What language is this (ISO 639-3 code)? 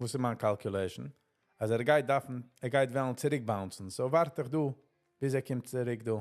yid